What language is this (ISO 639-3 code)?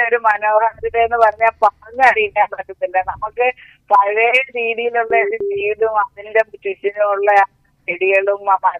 mal